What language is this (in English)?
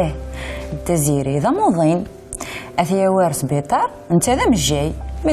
Kabyle